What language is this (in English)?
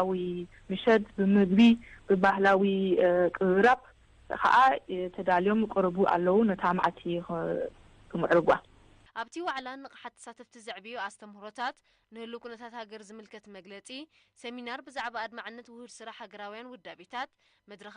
Tigrinya